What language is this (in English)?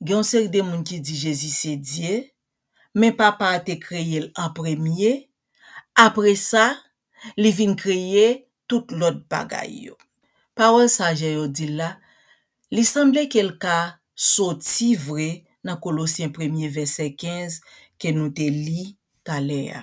Haitian Creole